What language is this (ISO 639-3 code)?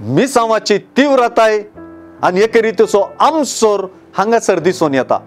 kok